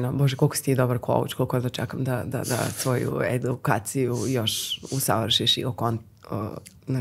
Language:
Serbian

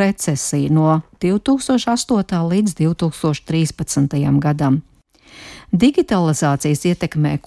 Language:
Latvian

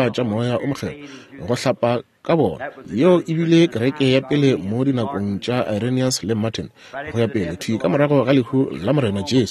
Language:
Northern Sotho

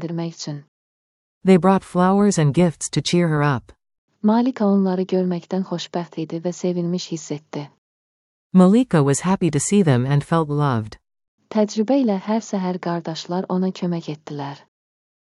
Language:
Azerbaijani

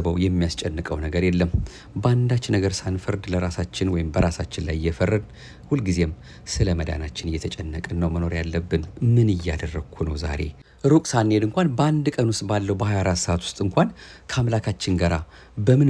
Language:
Amharic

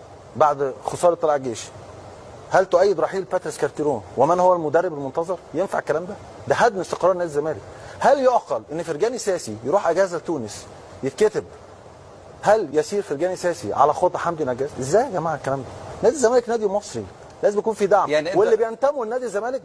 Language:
Egyptian Arabic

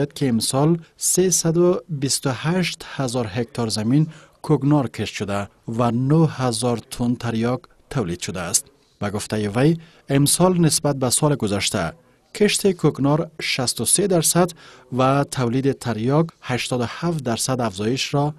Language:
Persian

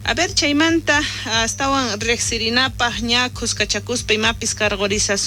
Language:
South Bolivian Quechua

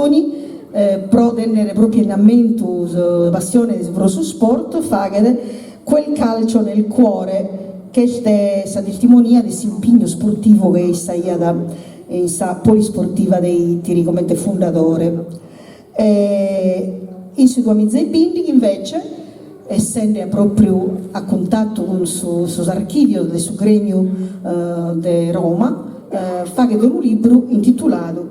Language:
Sardinian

